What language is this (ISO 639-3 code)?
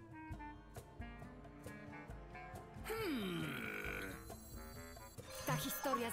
pol